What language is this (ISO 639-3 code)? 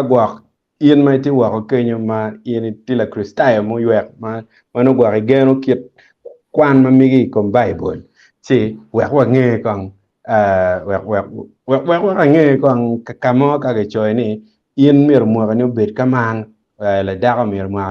ach